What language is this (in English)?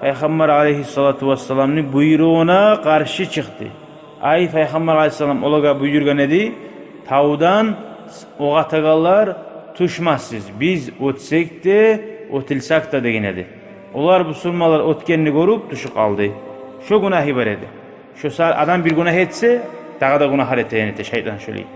Kumyk